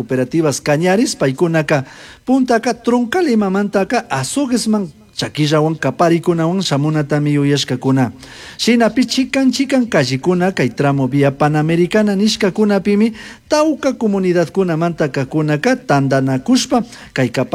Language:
Chimborazo Highland Quichua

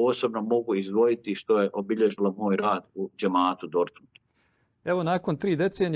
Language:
Bosnian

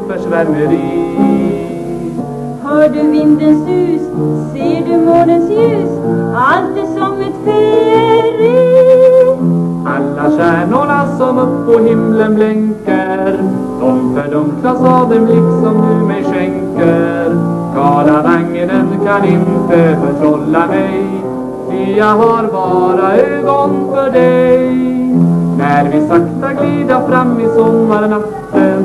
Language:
Swedish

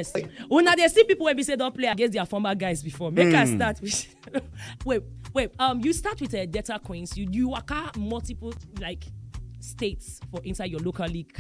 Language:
Nigerian Pidgin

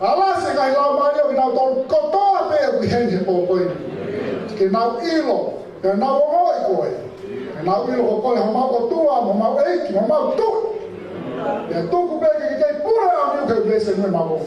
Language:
Tongan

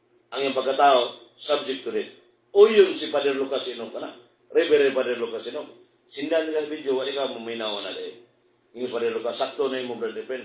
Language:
Cebuano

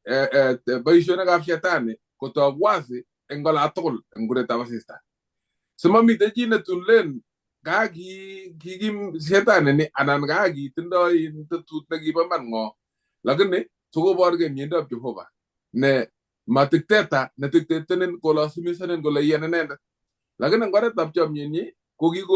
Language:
Kalenjin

